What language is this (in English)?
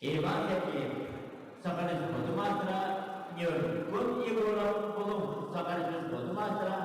Yakut